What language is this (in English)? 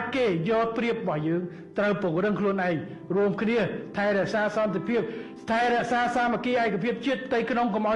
Khmer